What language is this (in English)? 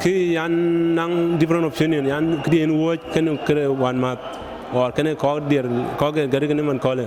Dinka